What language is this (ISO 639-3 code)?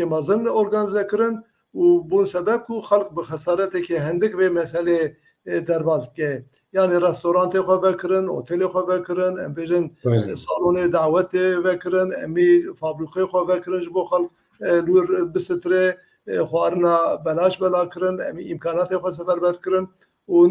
kur